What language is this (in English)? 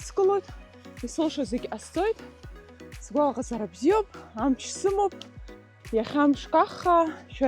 Abkhazian